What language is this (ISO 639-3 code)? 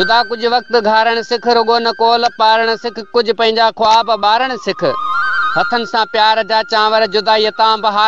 snd